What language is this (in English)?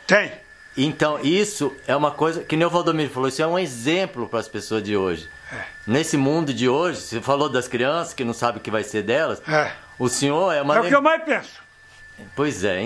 Portuguese